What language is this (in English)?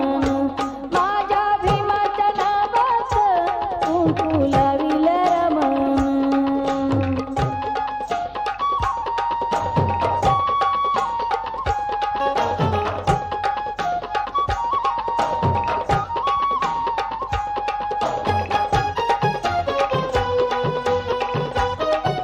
Marathi